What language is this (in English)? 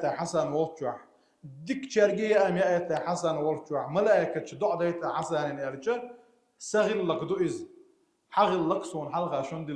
Chechen